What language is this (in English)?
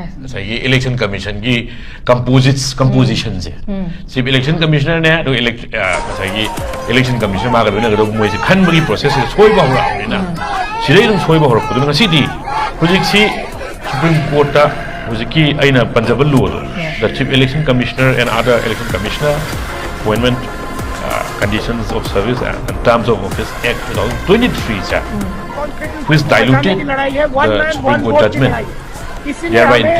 Manipuri